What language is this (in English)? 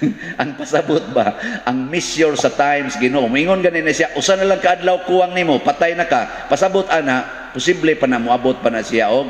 Cebuano